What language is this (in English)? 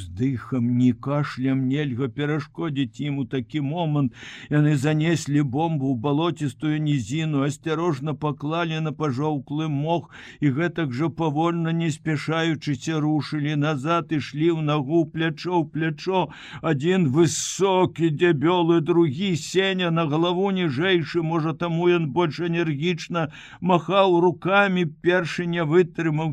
Belarusian